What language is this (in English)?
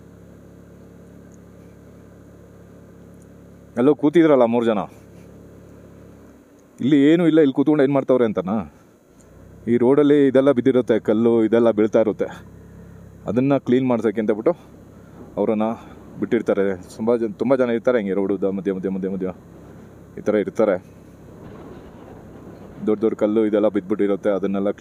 Kannada